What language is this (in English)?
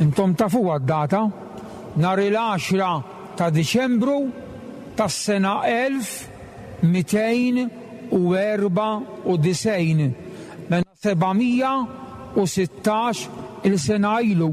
Maltese